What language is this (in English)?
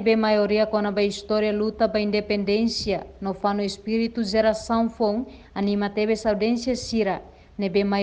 Tetum